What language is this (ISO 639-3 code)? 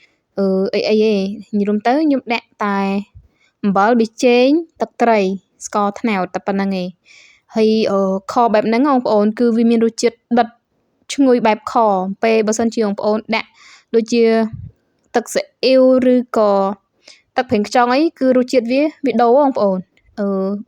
khm